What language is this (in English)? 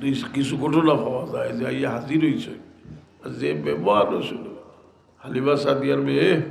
Sylheti